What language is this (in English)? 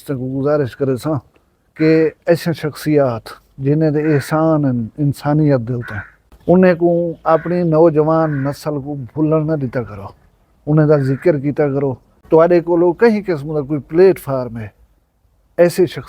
Saraiki